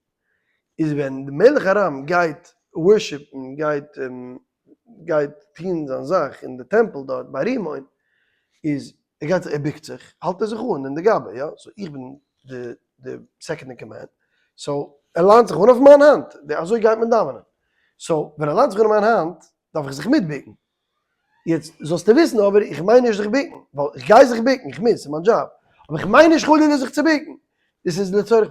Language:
Yiddish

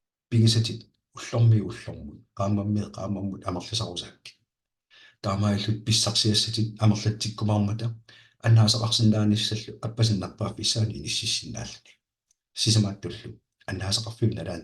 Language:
Kalaallisut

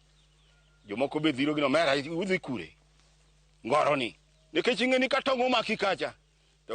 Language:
Luo (Kenya and Tanzania)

